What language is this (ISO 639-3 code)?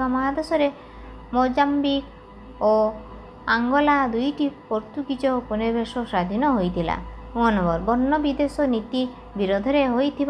ori